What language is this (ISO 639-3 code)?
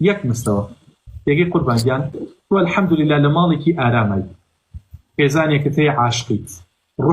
ckb